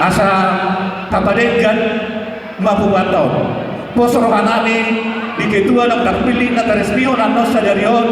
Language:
Batak Toba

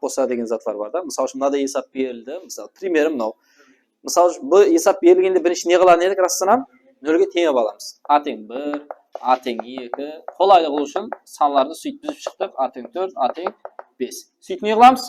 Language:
Kara-Kalpak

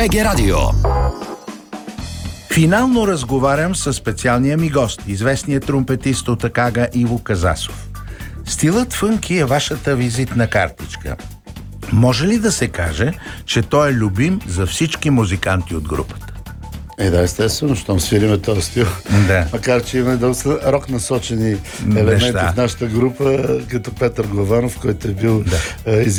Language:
Bulgarian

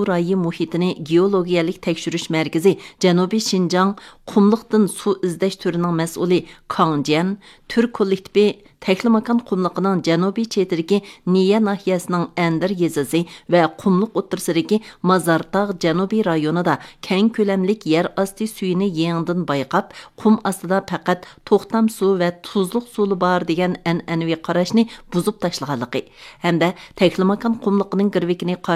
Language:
Uyghur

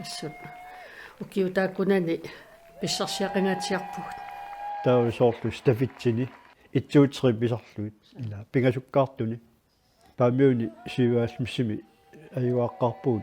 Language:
Kalaallisut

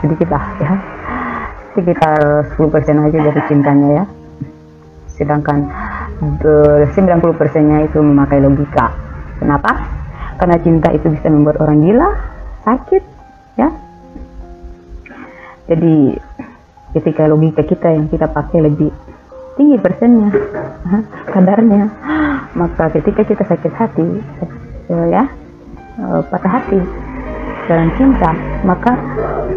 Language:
Indonesian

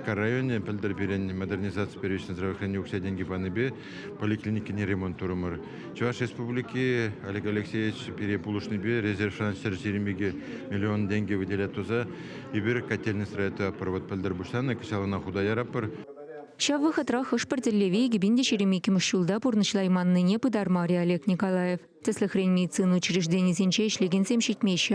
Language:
Chuvash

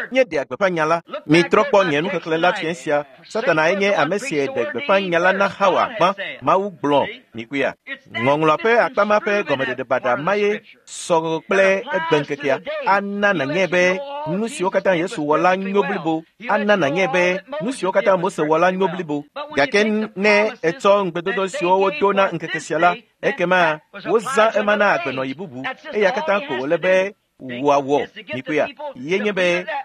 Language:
Ewe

